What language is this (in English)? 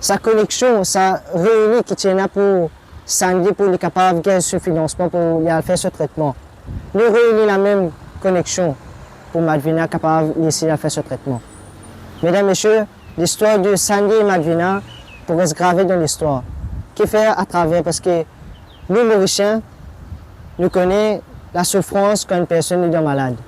Morisyen